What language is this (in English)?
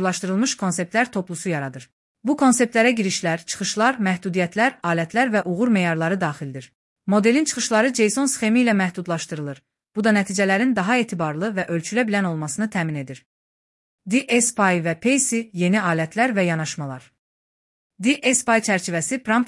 Azerbaijani